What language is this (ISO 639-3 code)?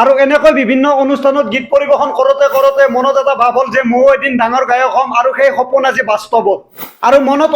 asm